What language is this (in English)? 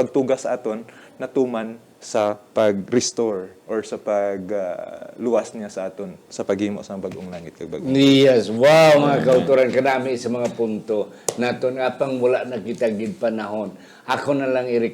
Hiligaynon